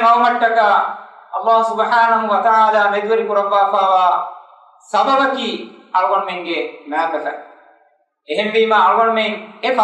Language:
Divehi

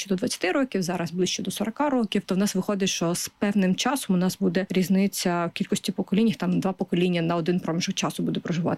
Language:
Ukrainian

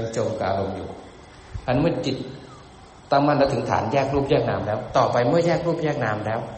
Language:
Thai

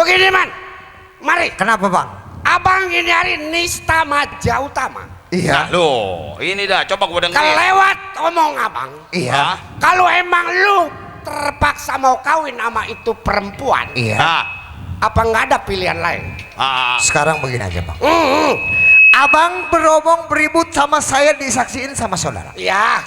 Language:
Betawi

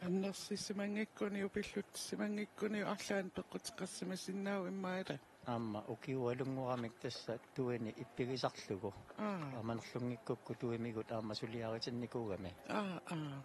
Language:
Kalaallisut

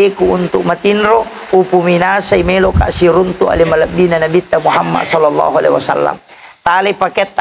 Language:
Buginese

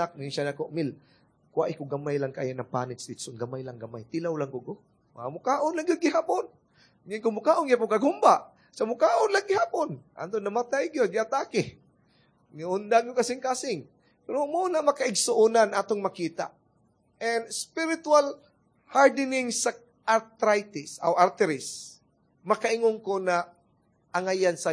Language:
Cebuano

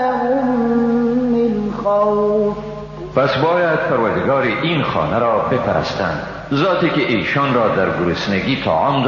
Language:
Tajik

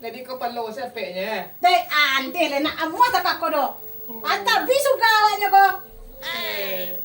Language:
Minangkabau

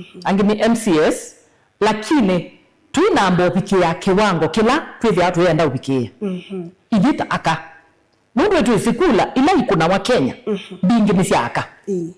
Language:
Kamba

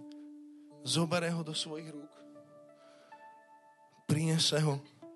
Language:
Slovak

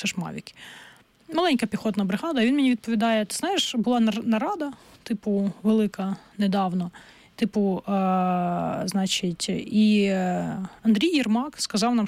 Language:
Ukrainian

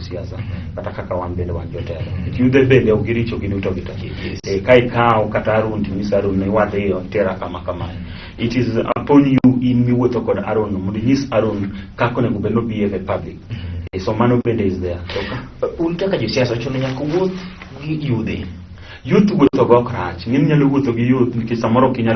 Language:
Luo (Kenya and Tanzania)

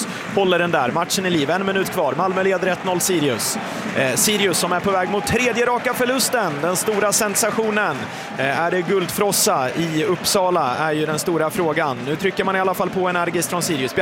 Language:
Swedish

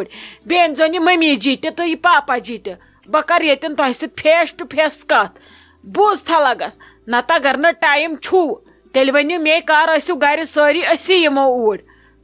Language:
Kashmiri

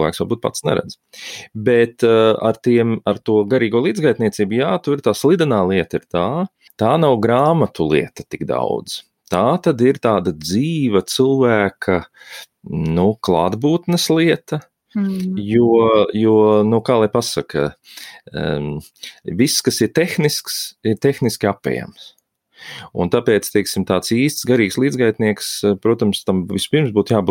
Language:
Latvian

